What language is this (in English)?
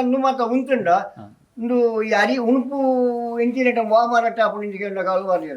Tulu